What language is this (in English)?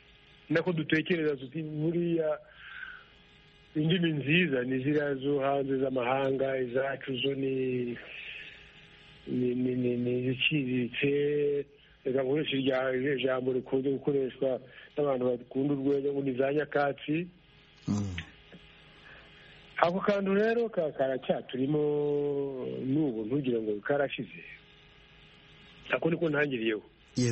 Kinyarwanda